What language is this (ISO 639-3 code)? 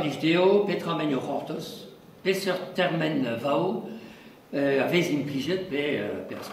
bre